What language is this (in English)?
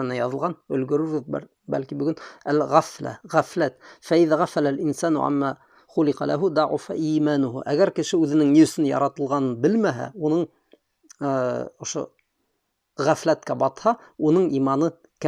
Bashkir